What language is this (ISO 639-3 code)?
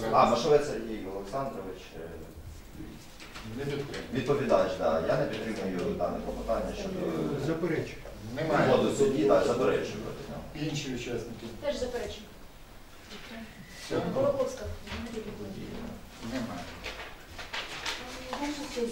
ukr